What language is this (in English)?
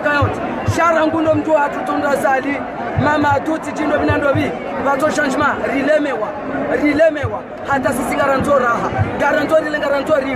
Ngazidja Comorian